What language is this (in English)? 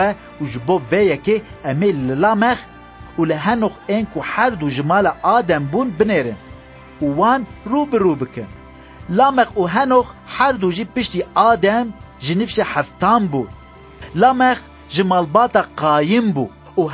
Kurdish